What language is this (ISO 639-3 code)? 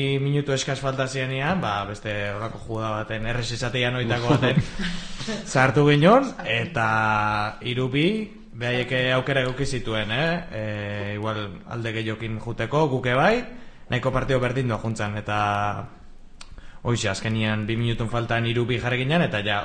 eus